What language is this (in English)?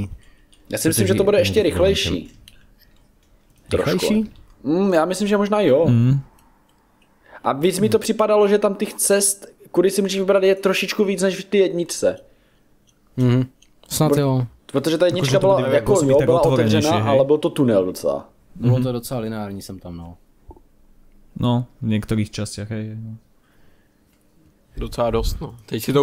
Czech